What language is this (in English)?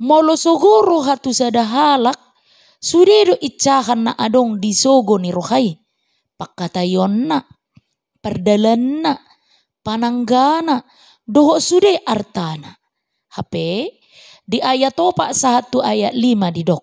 Batak Toba